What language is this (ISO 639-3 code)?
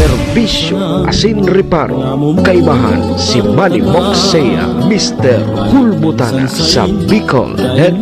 bik